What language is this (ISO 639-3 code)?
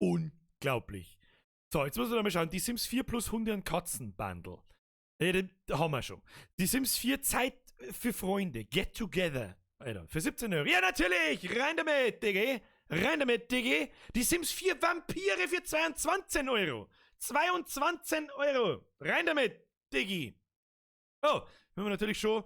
bar